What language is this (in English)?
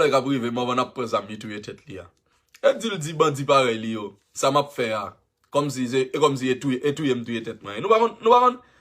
Haitian Creole